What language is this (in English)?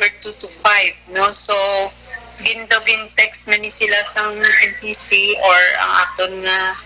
Hiligaynon